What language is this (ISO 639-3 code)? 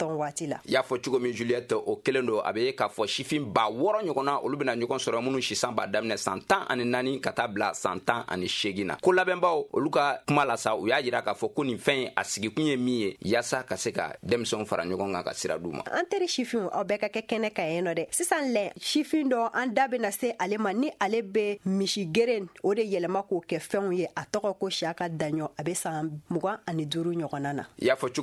bam